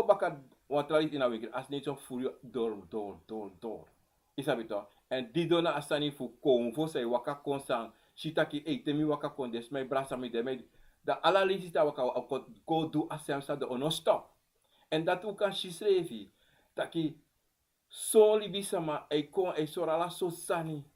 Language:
Sranan Tongo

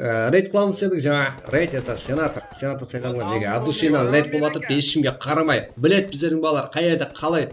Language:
Kara-Kalpak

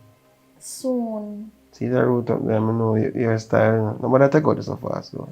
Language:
Jamaican Creole English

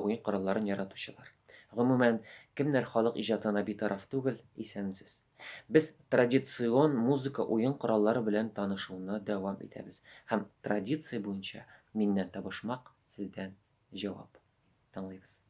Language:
Tatar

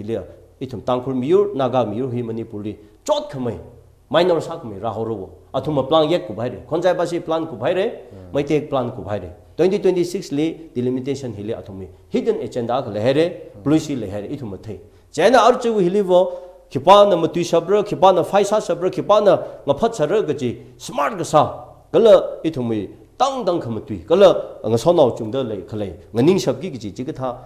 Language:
Tangkhul Naga (India)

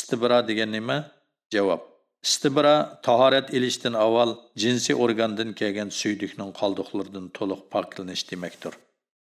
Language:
Uyghur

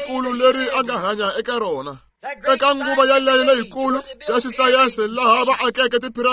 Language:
Tsonga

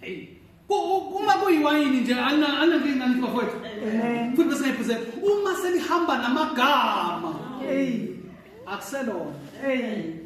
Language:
Zulu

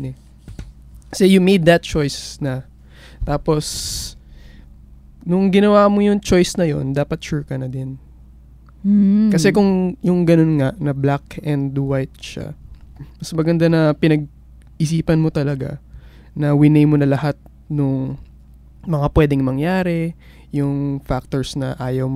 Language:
Filipino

